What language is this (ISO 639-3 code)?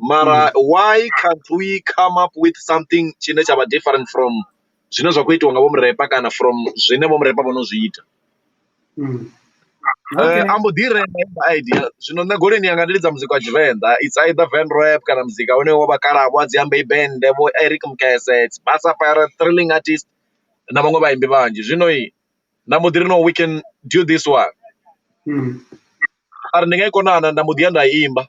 ven